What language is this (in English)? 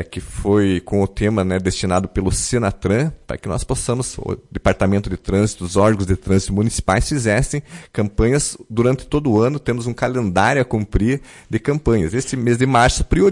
Portuguese